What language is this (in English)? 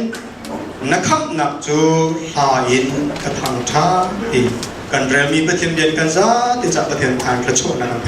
Hakha Chin